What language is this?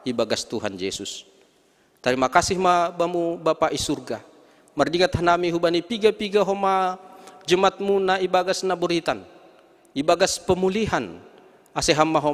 Batak Simalungun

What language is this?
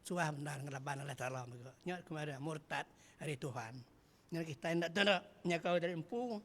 Iban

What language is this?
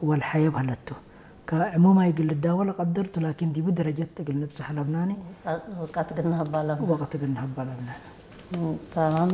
Tigrinya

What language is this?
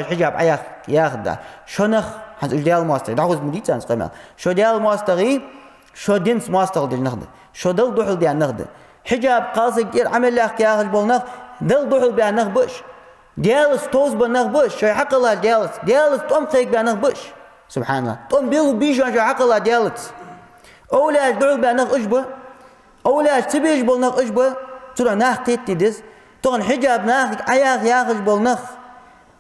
Ingush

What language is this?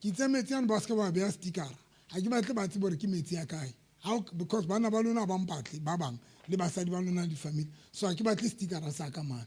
Southern Sotho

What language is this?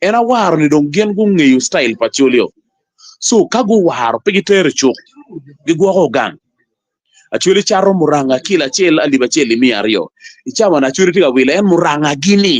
Acoli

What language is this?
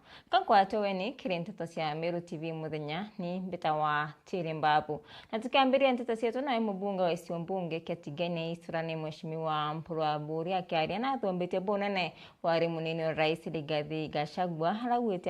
Meru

